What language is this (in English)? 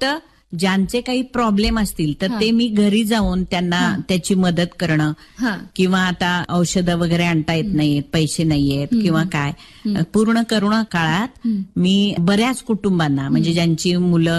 Marathi